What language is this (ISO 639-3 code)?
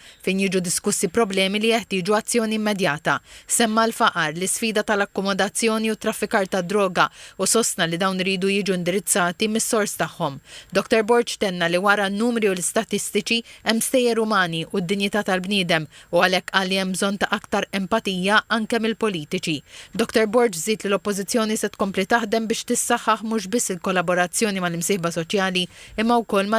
mlt